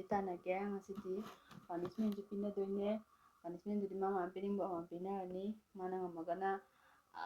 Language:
Manipuri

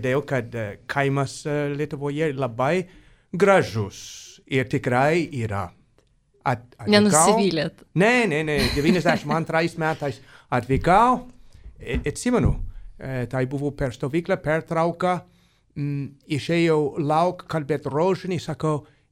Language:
Lithuanian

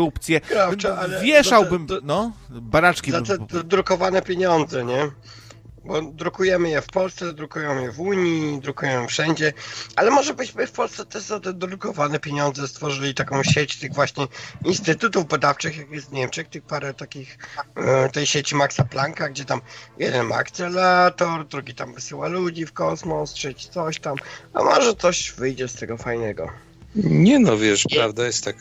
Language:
Polish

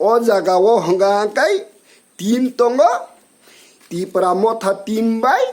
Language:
Kok Borok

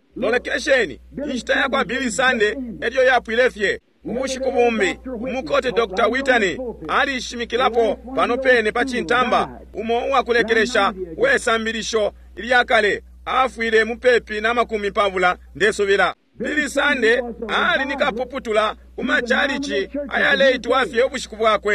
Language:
Bemba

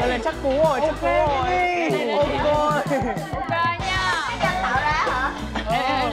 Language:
Vietnamese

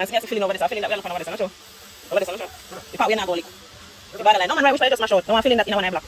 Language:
Jamaican Creole English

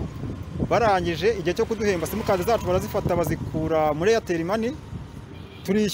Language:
Kinyarwanda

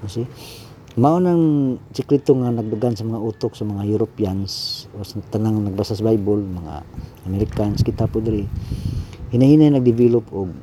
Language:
Cebuano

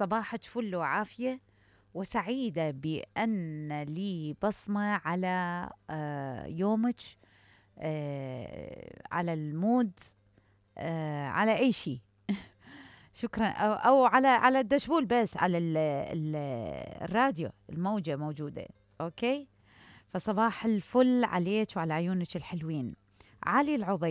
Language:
Mesopotamian Arabic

